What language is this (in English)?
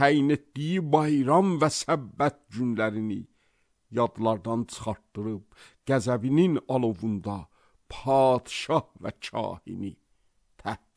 Azerbaijani